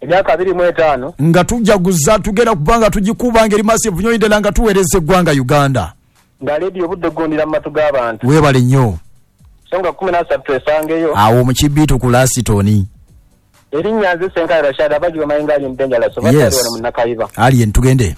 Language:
Ganda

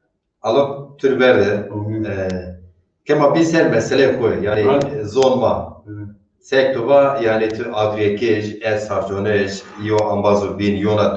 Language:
Zaza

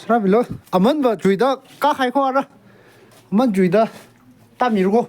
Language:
Tangkhul Naga (India)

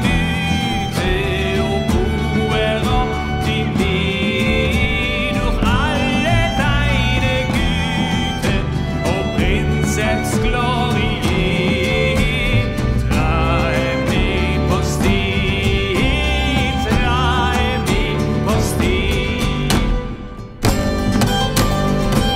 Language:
German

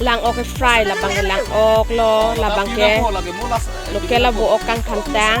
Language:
Karbi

